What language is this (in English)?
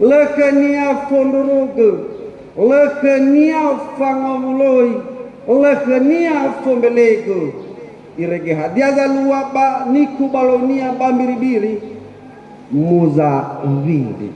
Nias